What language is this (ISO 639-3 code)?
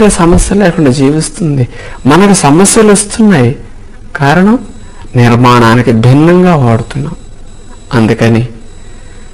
tel